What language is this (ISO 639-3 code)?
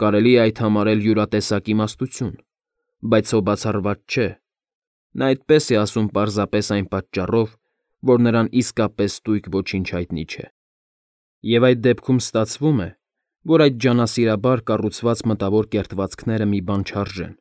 hye